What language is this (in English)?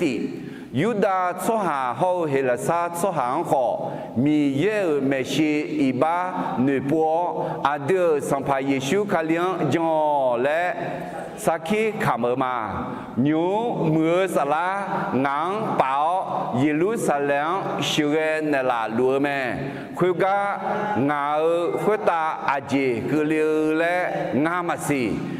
Akha